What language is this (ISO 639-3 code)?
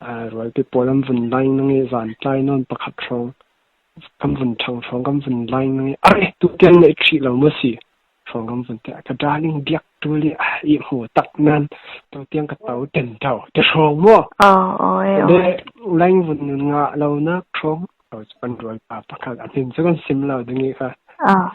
cfm